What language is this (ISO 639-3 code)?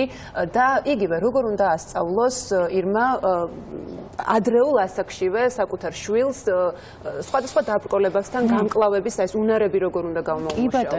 kat